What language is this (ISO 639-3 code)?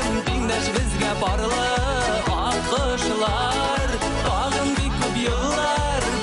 bak